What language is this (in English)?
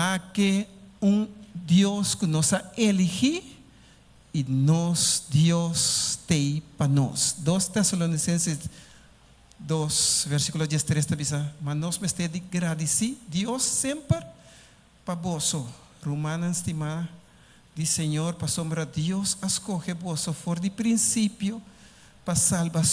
Papiamento